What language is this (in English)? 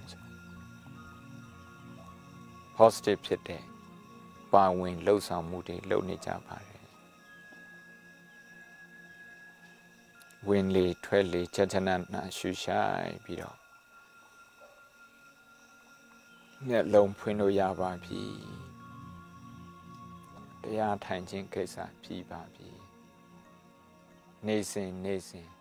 Burmese